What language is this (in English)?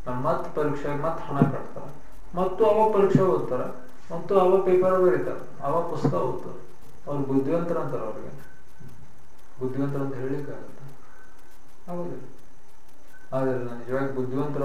Kannada